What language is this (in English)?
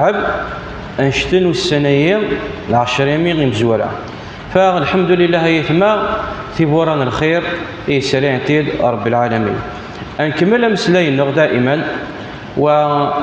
Kabyle